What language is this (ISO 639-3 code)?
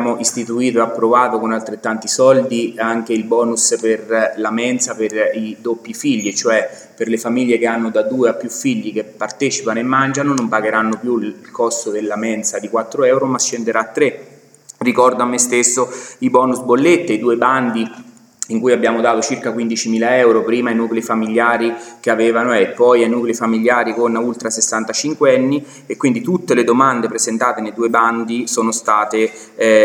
ita